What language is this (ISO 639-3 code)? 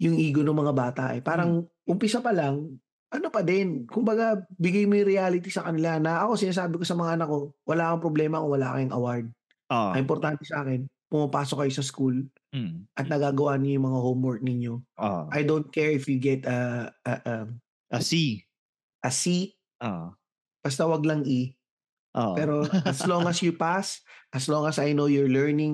fil